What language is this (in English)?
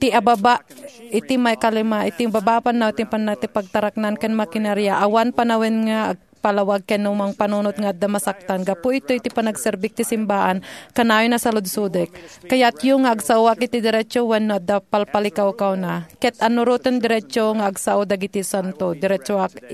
Iloko